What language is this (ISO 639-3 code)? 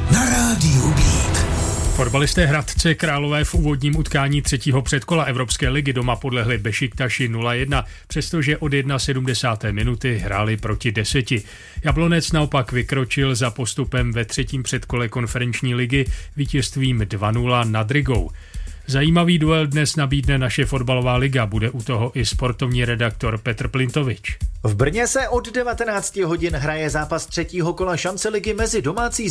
ces